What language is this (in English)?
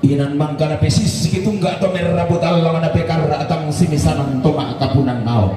Toraja-Sa'dan